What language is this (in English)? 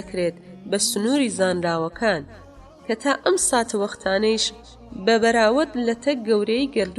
Central Kurdish